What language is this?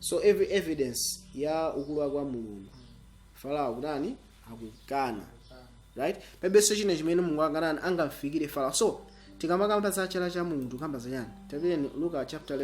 Nyanja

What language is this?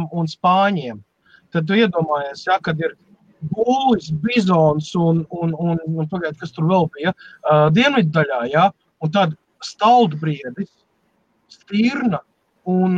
Latvian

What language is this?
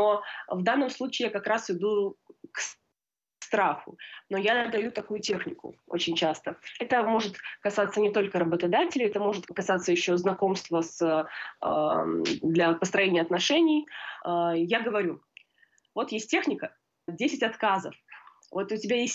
Russian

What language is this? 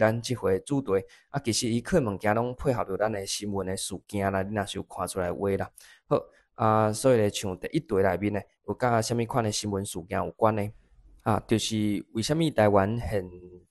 Min Nan Chinese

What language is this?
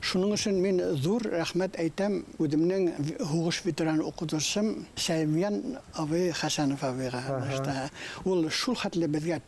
Bashkir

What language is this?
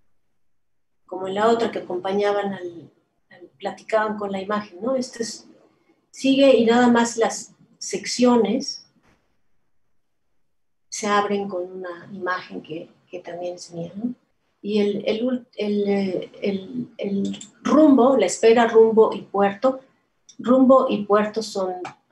Spanish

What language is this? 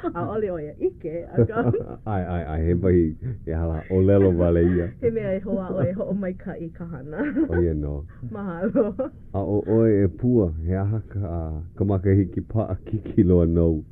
Hawaiian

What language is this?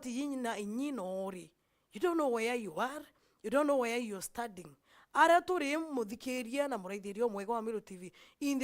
Meru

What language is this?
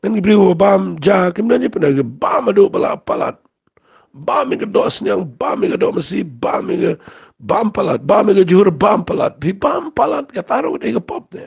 Khasi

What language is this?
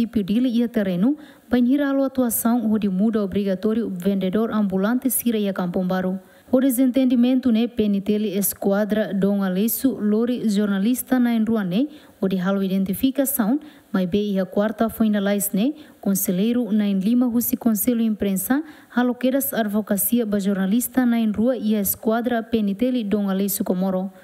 Tetum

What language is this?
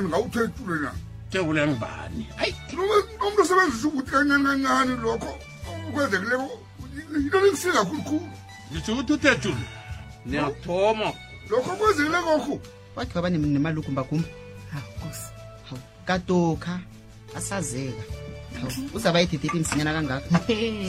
South Ndebele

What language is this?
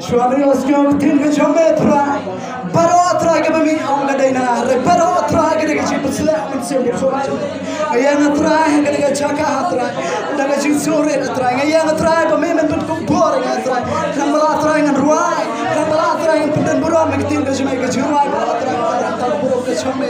Khasi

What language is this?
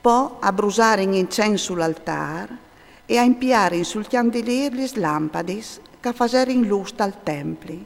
Friulian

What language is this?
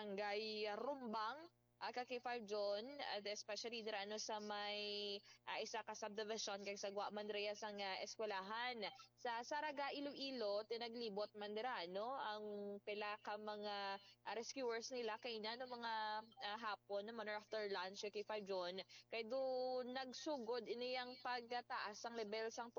Hiligaynon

